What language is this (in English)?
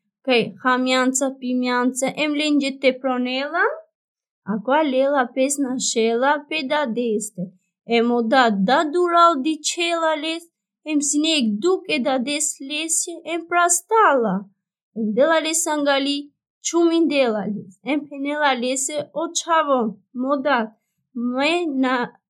Romany